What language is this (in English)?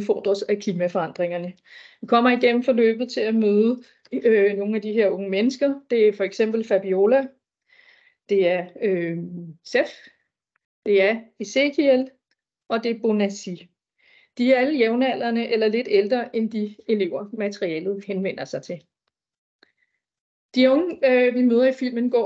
Danish